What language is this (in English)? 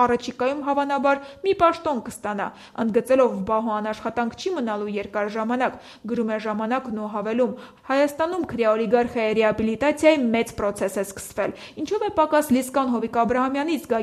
Armenian